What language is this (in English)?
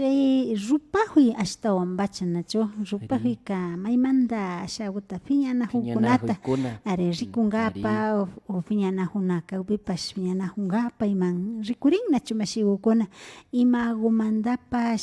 Imbabura Highland Quichua